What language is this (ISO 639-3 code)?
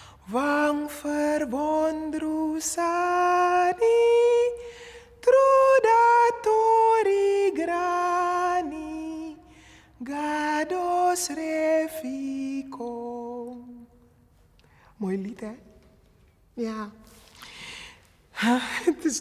nld